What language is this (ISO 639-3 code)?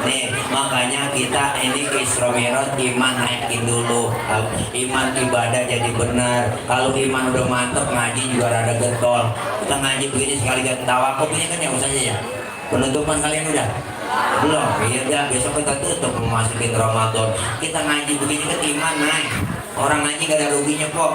bew